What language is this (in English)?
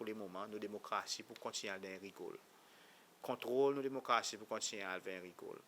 Seselwa Creole French